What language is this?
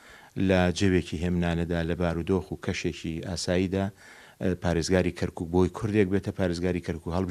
Central Kurdish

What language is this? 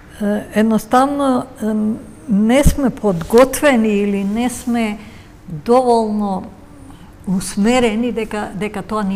Macedonian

